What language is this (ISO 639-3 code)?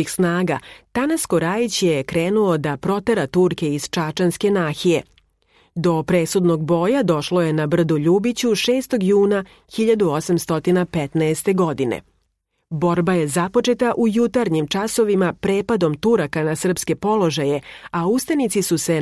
srp